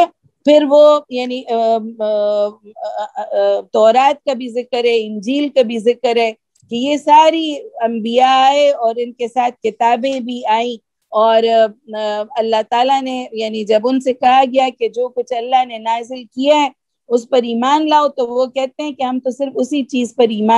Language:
Urdu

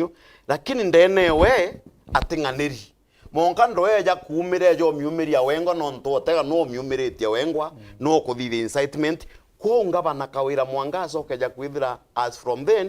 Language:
Meru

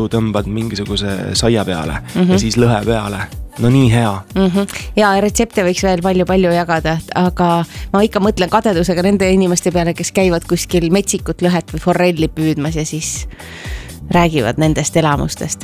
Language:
Estonian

